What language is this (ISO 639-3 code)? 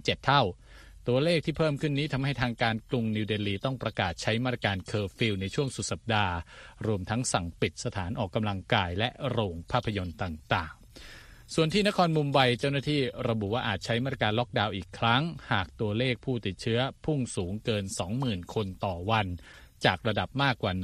tha